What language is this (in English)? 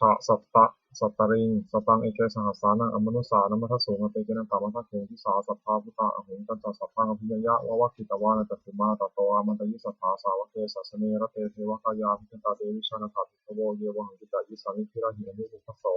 Pali